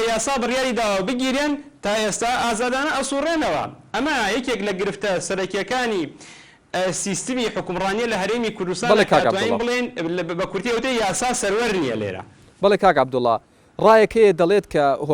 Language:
Central Kurdish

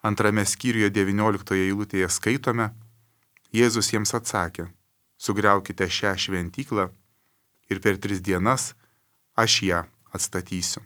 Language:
Lithuanian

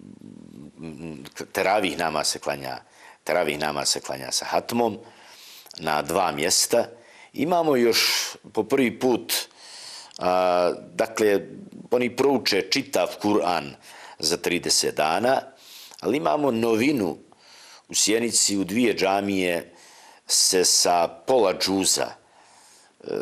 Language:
Bosnian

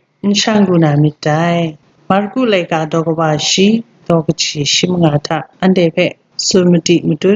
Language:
Kachin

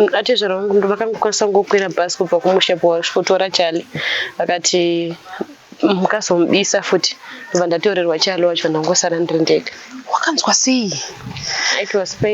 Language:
Shona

